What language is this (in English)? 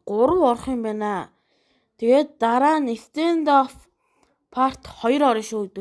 Mongolian